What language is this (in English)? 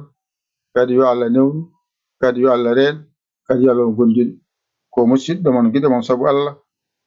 Fula